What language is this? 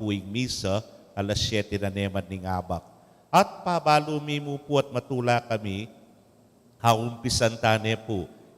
Pampanga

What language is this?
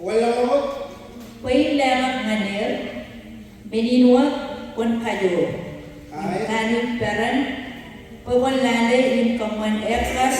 Marshallese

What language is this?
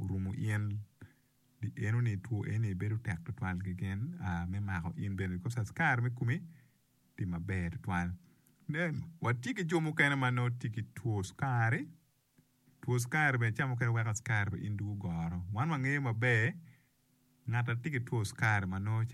Acoli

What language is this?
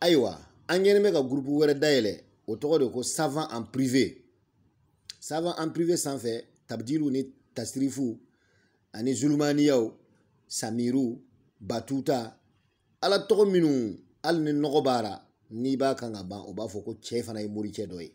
Bambara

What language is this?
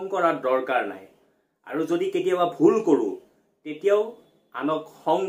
Assamese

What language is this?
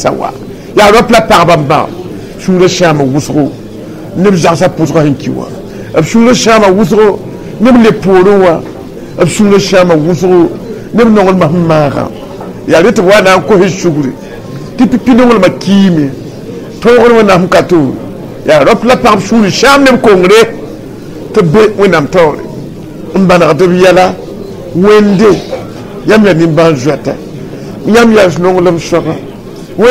Mossi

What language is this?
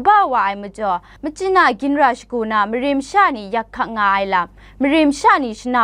Kachin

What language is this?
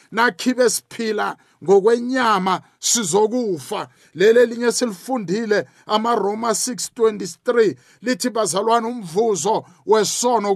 South Ndebele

